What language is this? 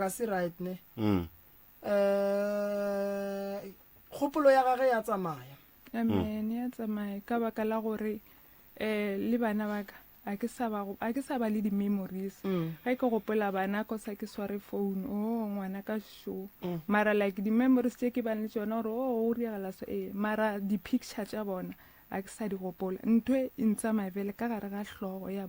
Northern Sotho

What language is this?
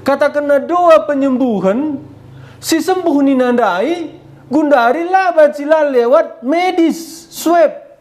Batak Karo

